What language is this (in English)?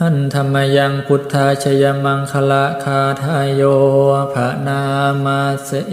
Pali